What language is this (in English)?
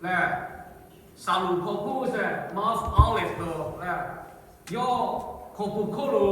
Lahu